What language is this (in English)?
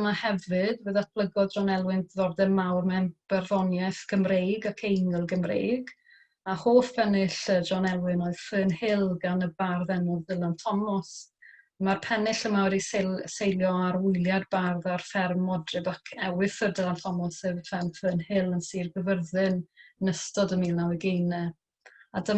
Welsh